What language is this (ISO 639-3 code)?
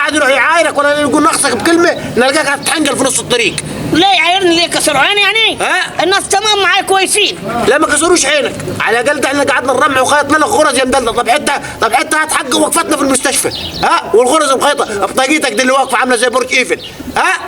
arz